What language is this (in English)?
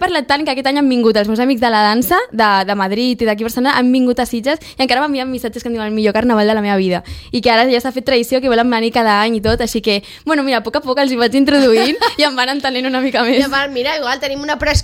Catalan